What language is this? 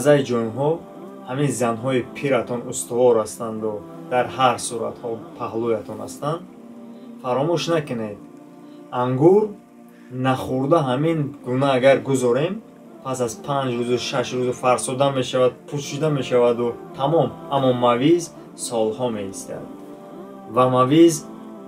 Tajik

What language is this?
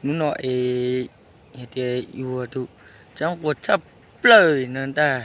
Hmong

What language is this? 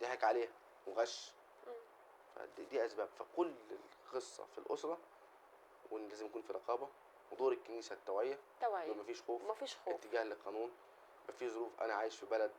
Egyptian Arabic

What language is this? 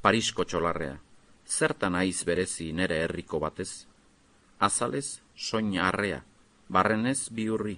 Basque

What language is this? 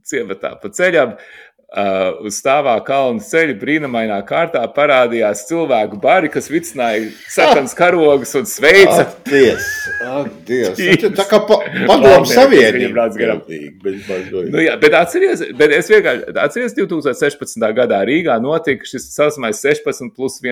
Latvian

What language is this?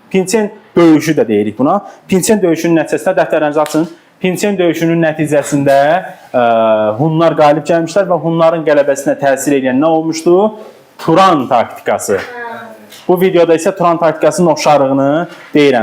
Azerbaijani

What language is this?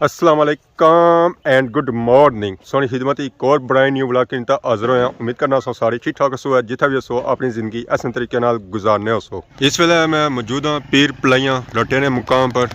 Pahari-Potwari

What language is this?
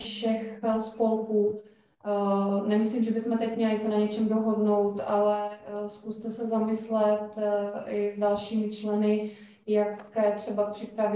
Czech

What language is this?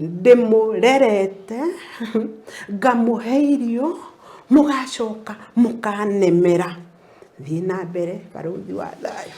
Kikuyu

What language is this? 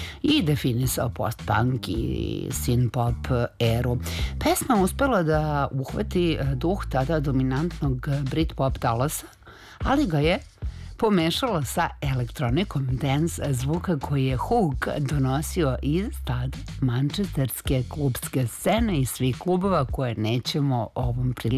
Serbian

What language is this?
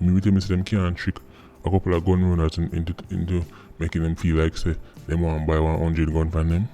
Jamaican Creole English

